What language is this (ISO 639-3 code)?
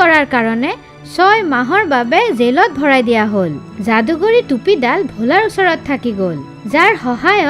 asm